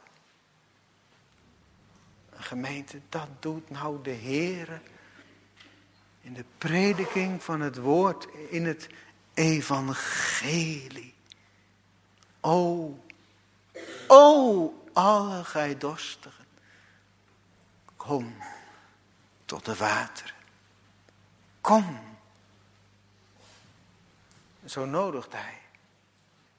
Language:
Dutch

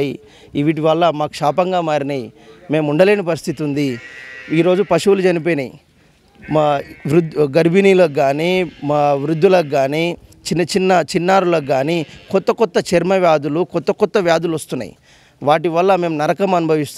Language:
Telugu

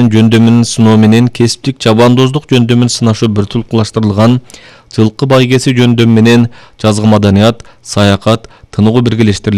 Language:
Kyrgyz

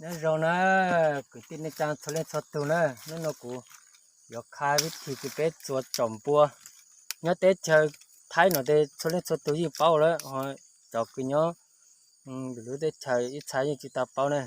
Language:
Hmong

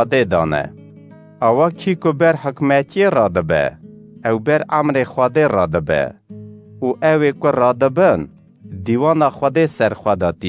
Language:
Kurdish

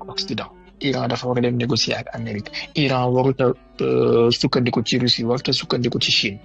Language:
Wolof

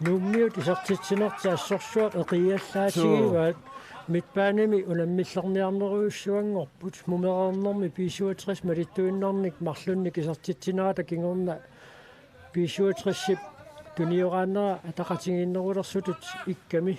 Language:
Kalaallisut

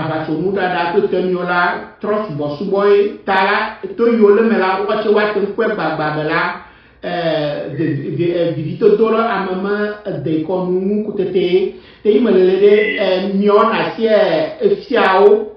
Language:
Ewe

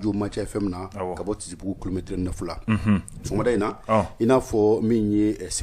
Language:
Bambara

